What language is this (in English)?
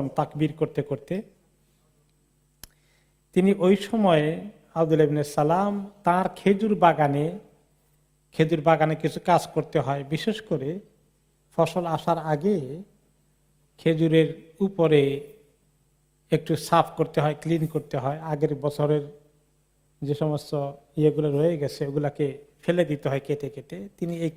Bangla